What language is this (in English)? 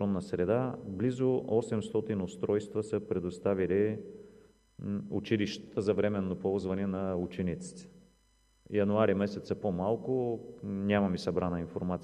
Bulgarian